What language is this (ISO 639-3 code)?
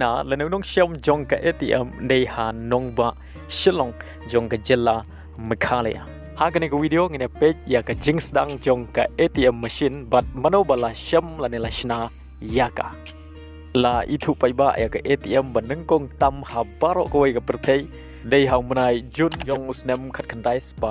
kha